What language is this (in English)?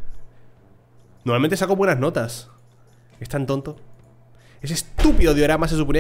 Spanish